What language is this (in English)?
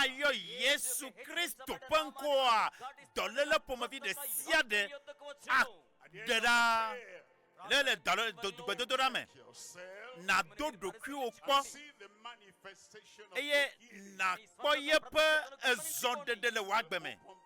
Ewe